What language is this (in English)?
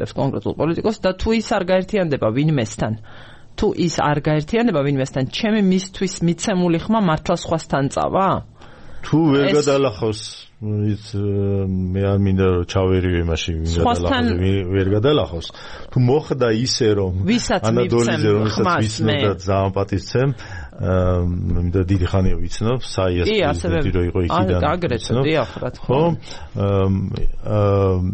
Georgian